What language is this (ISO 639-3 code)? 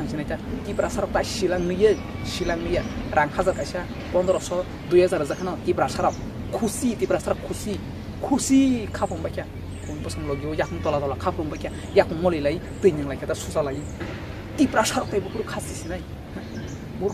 trp